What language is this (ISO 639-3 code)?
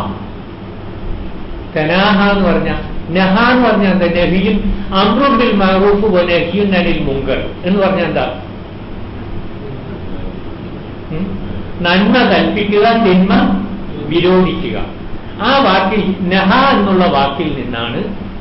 mal